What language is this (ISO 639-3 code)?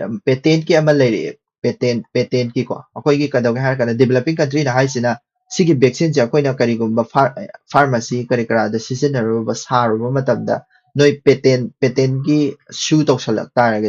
mni